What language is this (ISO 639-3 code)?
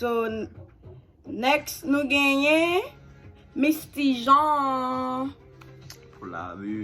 hat